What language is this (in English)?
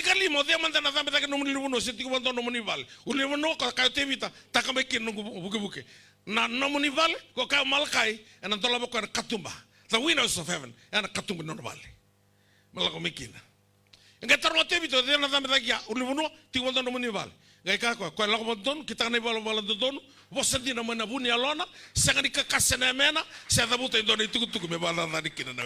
Fijian